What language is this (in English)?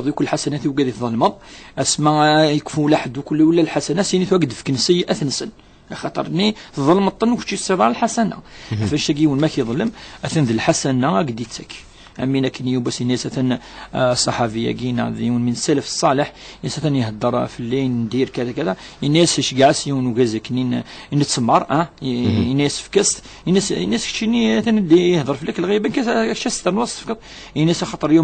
Kabyle